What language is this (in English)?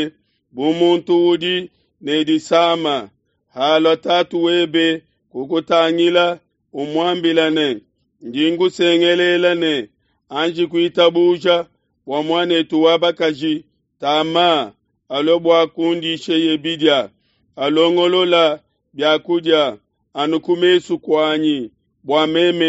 Luba-Lulua